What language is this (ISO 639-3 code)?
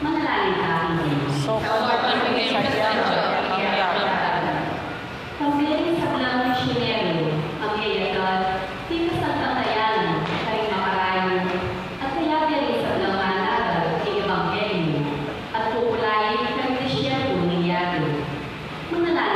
pam